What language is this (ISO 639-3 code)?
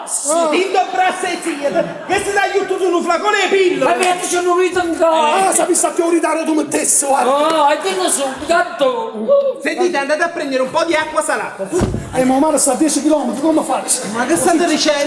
nap